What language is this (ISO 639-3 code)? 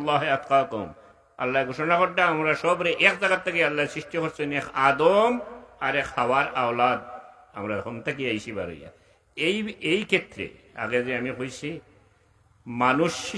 syl